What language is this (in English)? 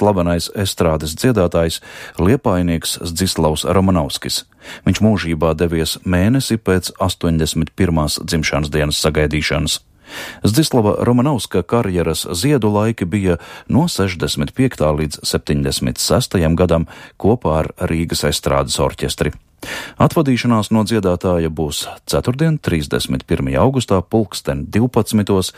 Latvian